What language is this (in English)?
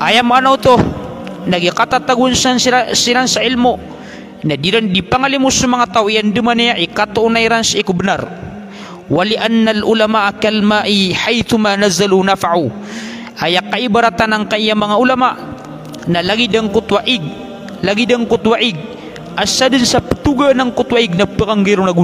Maranao